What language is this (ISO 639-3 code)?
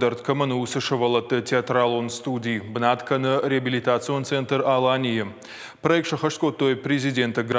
oss